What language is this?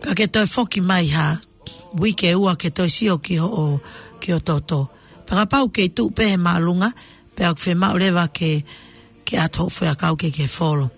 Tongan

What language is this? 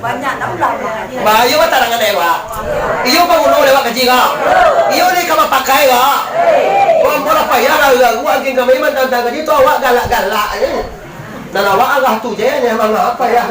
Minangkabau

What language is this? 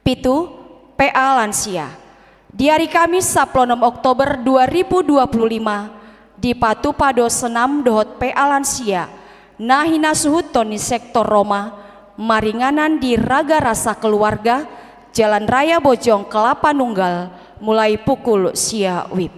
Batak Toba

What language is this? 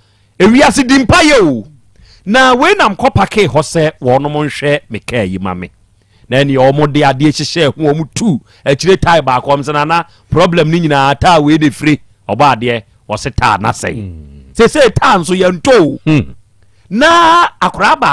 Akan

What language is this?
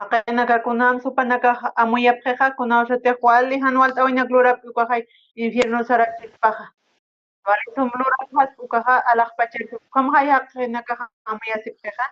Aymara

